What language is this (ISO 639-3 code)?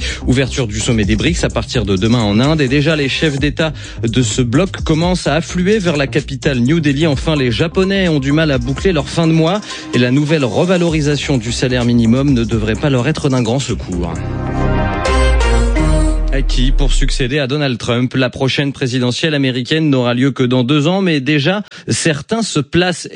fra